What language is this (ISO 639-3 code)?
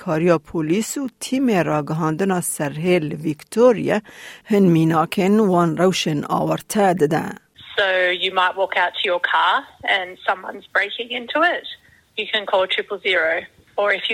kur